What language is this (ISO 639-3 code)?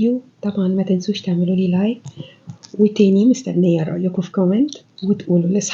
arz